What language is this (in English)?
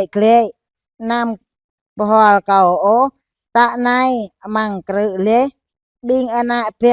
Jarai